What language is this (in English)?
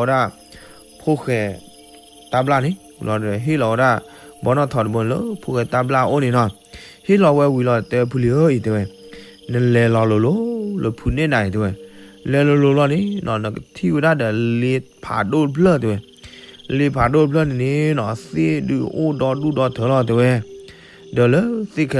S'gaw Karen